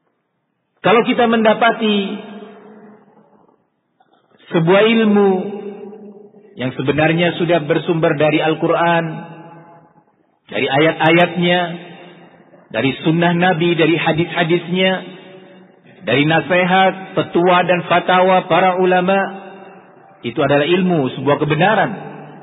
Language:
Indonesian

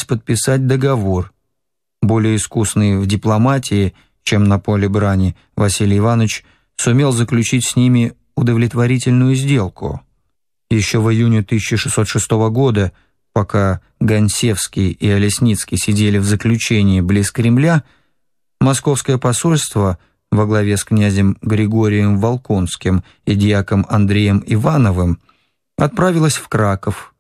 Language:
Russian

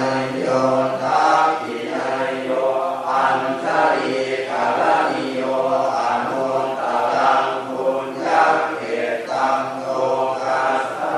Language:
Pali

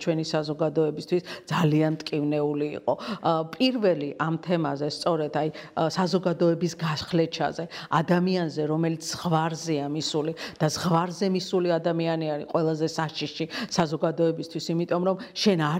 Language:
Georgian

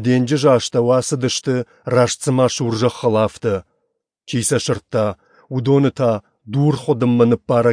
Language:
Ossetic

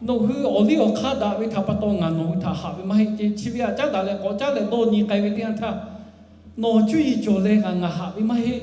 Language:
Lahu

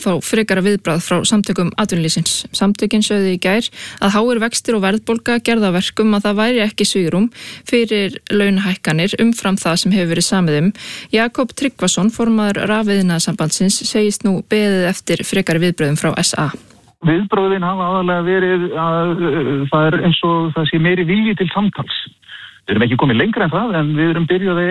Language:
Icelandic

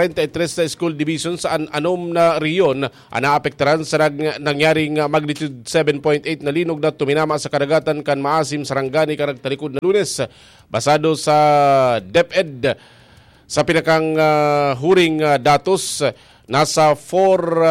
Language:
Bikol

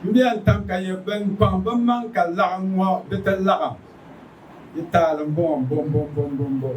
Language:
Dagbani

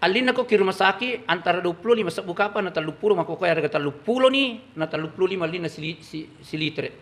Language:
Buginese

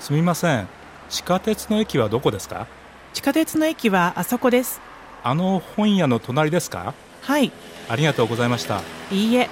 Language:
Japanese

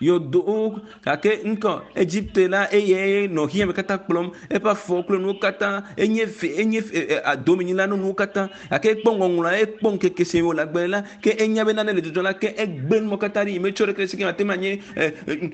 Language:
Ewe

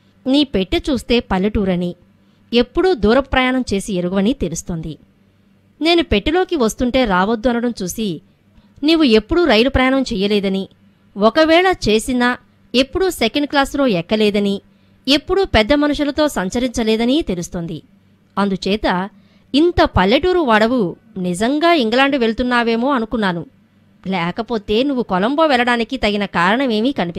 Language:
Telugu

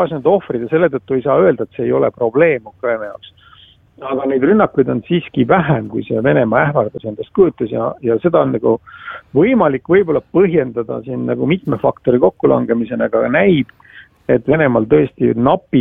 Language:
Estonian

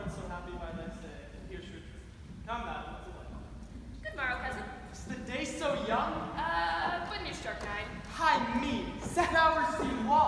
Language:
English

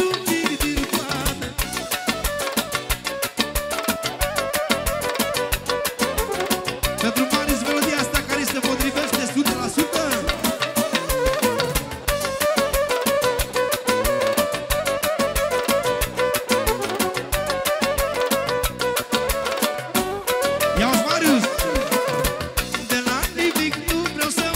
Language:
Romanian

